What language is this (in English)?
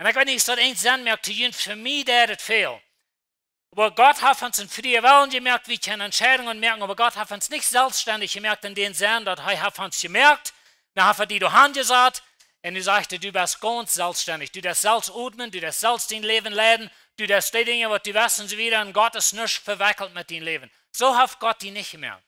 Plautdietsch